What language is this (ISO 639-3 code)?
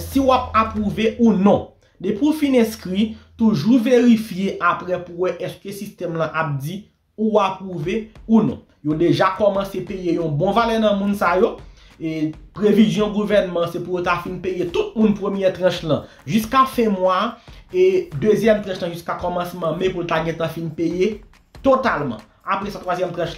hat